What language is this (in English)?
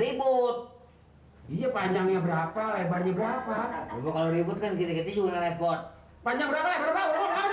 Betawi